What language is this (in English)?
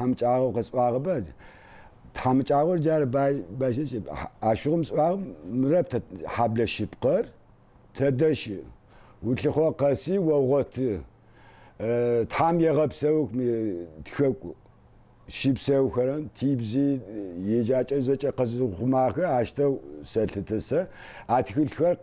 Adyghe